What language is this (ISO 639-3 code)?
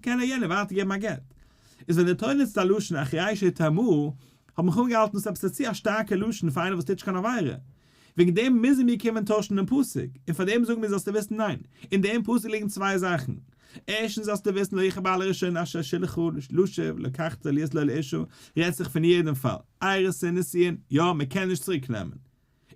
yid